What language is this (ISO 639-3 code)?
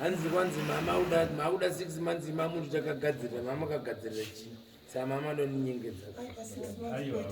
sna